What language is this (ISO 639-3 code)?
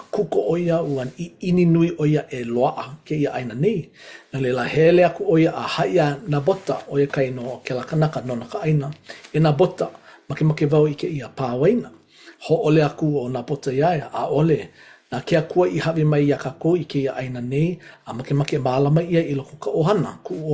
haw